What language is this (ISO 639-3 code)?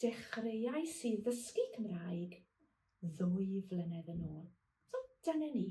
cym